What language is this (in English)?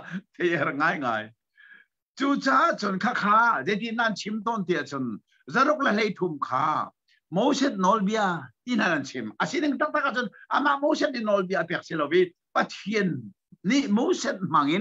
Hakha Chin